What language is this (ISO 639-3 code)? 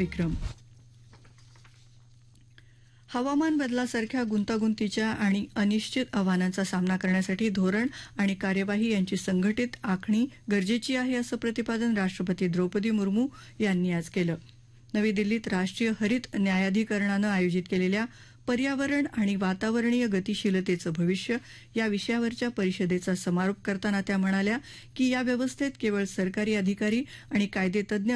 mar